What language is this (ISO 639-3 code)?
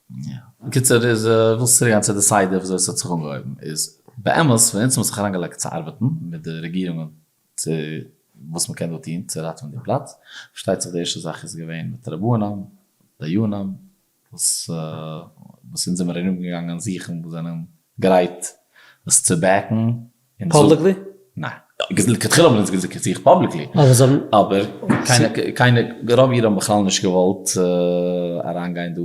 yid